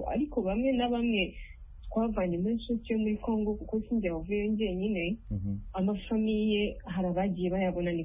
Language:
Kinyarwanda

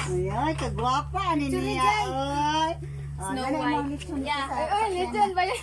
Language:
Cebuano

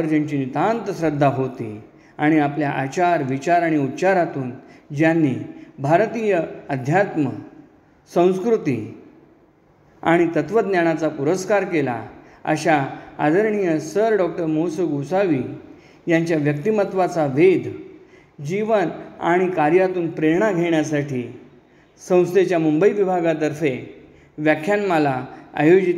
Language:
Marathi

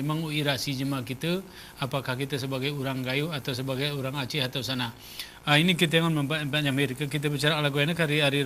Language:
Gayo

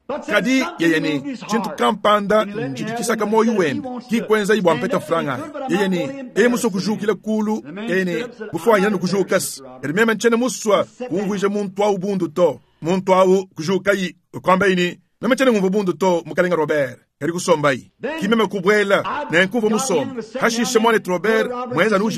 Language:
Luba-Lulua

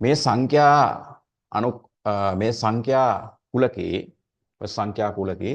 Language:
Sinhala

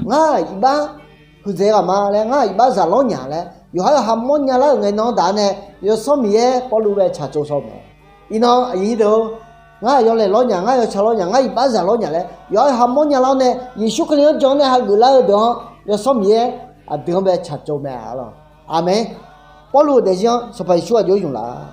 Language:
Akha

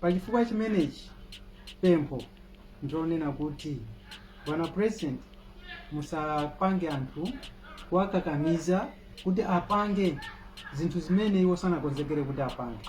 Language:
Nyanja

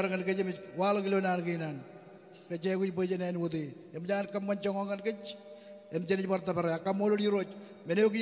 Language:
Marshallese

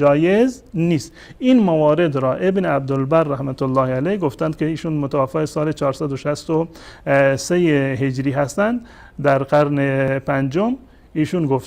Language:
Persian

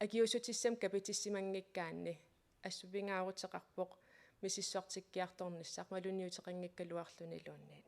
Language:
Kalaallisut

